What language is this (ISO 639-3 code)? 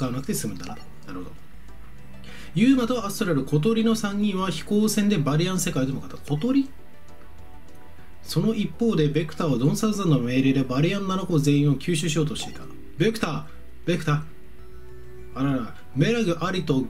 jpn